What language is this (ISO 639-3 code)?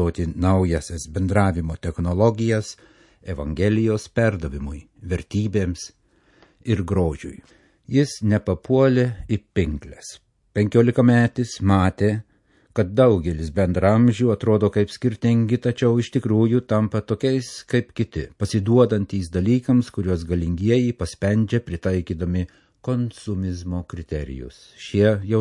lit